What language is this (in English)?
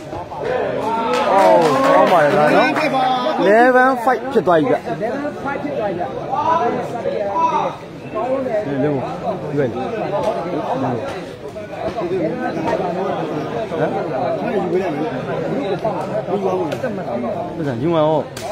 Burmese